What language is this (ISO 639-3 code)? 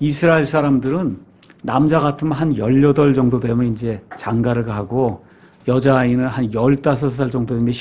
kor